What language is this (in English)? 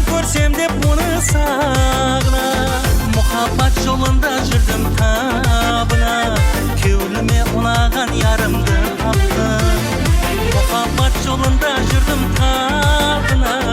Kara-Kalpak